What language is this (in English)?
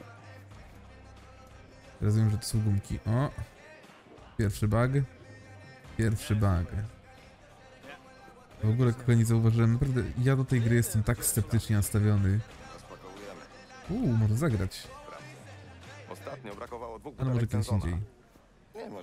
Polish